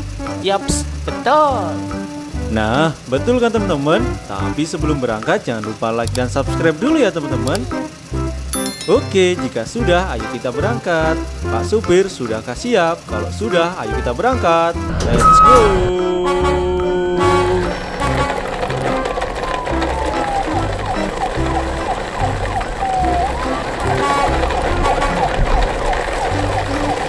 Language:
Indonesian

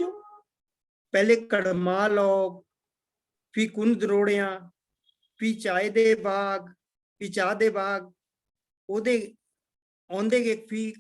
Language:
Dogri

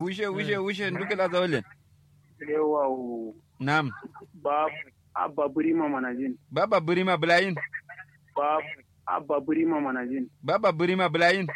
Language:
Kanuri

